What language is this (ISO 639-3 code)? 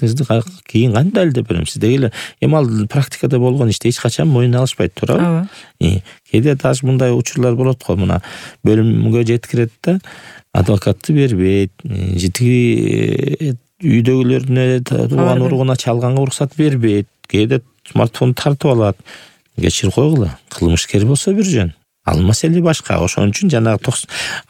kir